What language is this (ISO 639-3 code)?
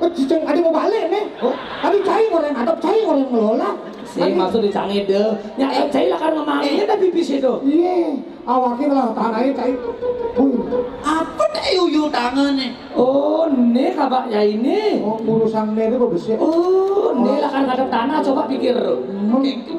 ban